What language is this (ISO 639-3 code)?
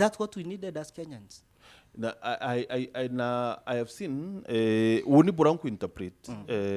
mer